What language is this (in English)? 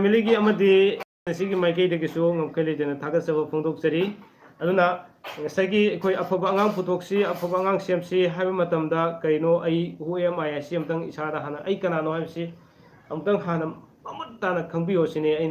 Manipuri